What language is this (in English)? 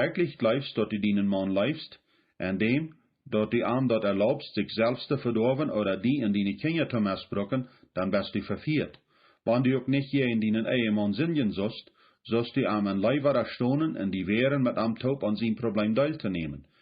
Plautdietsch